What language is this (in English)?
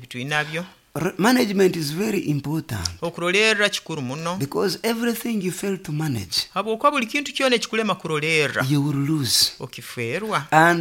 Nyoro